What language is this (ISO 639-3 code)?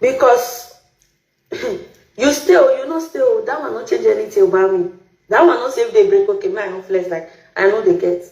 pcm